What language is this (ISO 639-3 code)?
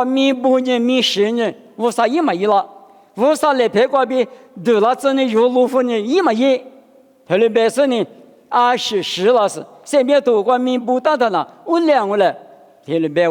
lis